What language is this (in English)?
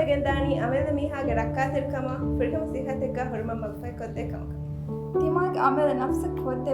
Divehi